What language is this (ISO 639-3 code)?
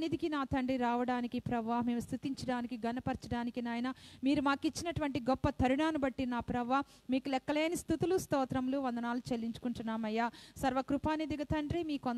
tel